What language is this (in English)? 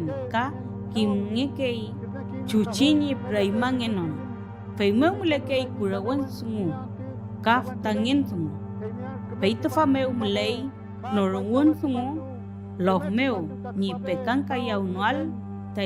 Mapuche